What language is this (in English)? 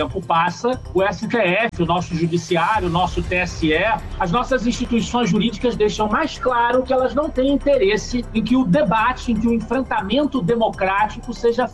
Portuguese